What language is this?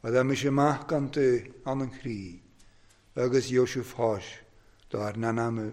Welsh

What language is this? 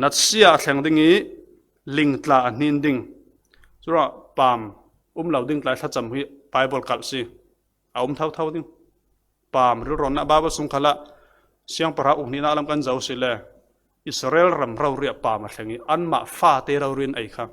Falam Chin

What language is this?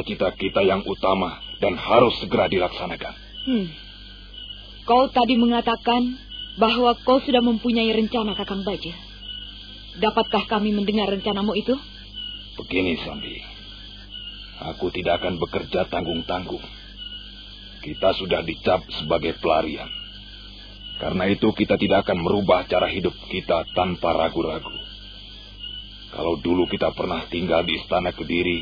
Indonesian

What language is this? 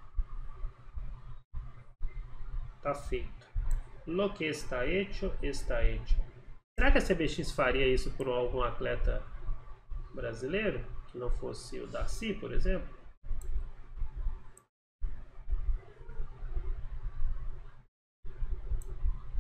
Portuguese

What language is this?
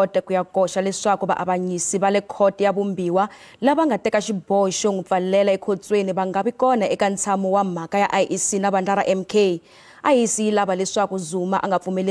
Tsonga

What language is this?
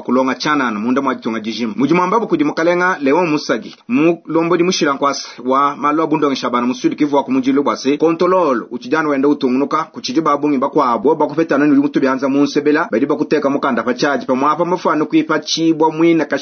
Luba-Lulua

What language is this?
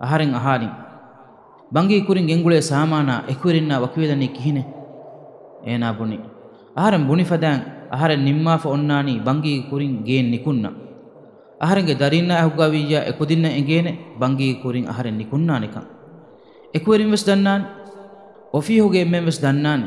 Divehi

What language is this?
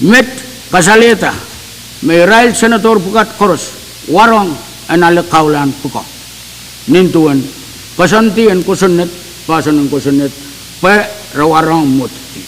Pohnpeian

